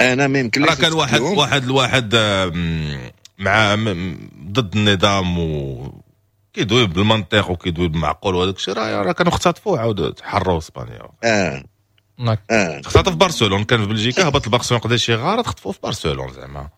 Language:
Moroccan Arabic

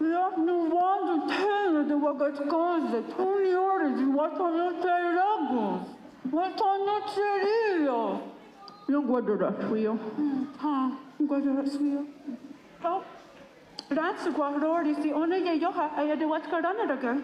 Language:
Mohawk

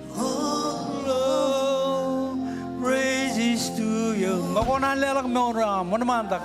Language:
Marshallese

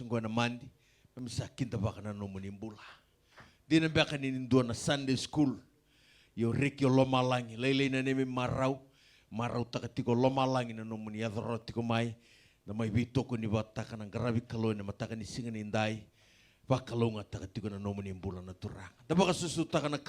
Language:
Fijian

